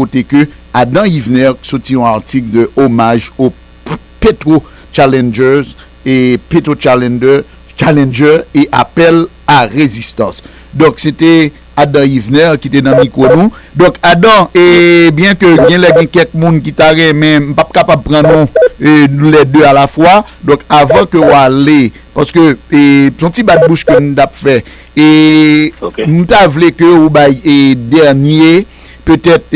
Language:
Haitian Creole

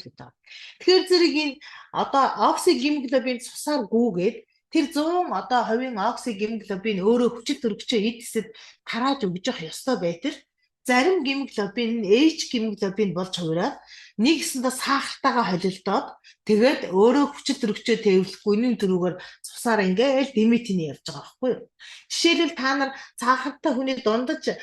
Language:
Mongolian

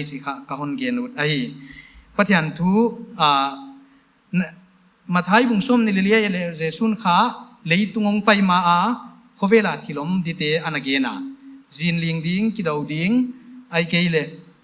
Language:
Paite Chin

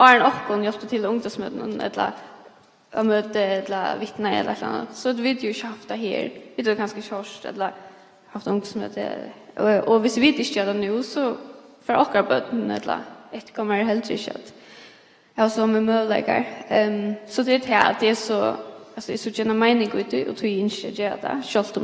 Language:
Faroese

